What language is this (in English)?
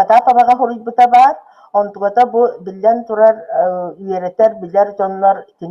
Yakut